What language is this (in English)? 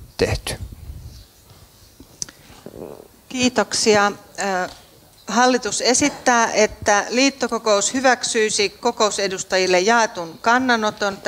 Finnish